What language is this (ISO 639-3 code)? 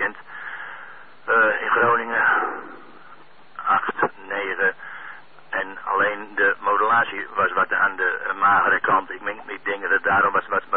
nld